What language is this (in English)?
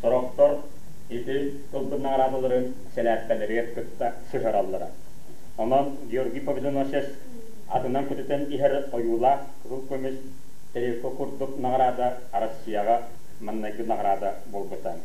Yakut